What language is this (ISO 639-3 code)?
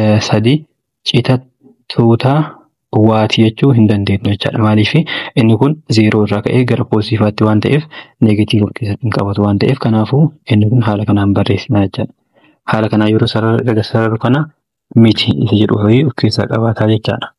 orm